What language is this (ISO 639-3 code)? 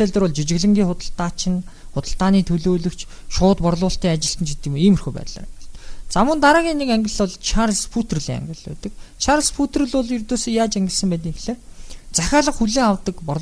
mon